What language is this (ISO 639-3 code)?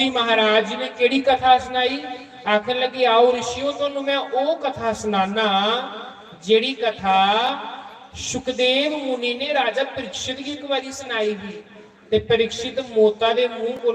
doi